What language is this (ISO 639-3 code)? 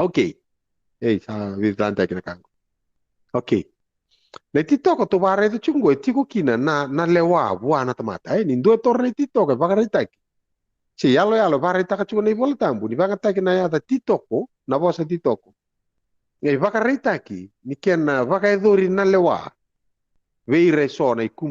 fij